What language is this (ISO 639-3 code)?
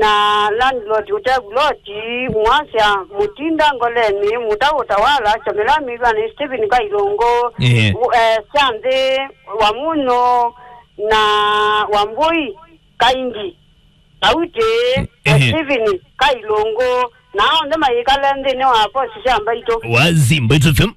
kam